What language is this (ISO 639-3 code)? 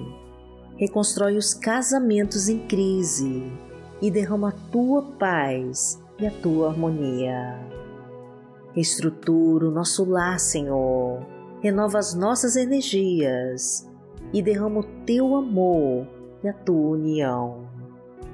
por